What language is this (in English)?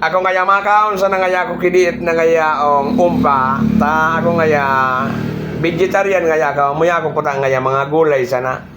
Bikol